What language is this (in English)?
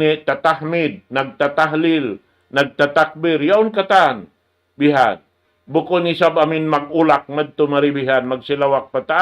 Tausug